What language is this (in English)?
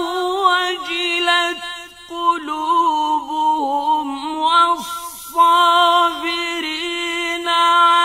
Arabic